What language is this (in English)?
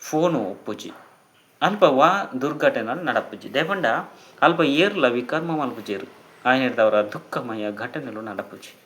Tulu